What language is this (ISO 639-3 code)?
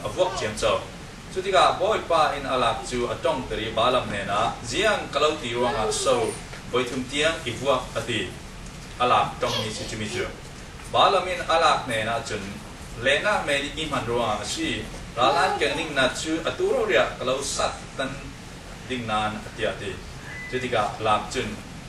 cfm